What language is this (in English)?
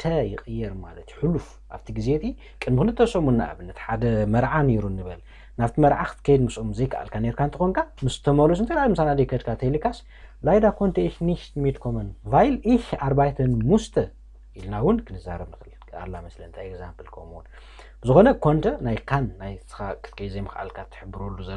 Tigrinya